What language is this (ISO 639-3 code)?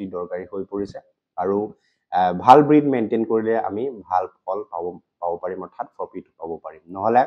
asm